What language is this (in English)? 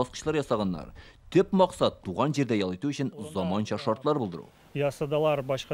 Tatar